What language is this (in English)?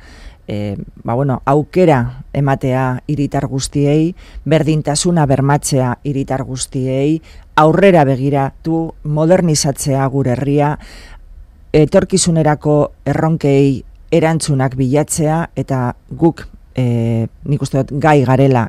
Basque